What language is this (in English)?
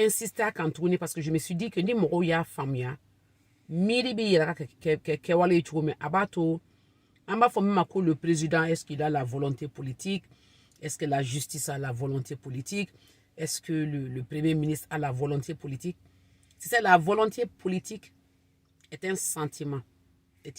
Bambara